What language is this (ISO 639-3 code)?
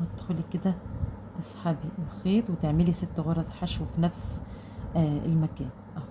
arz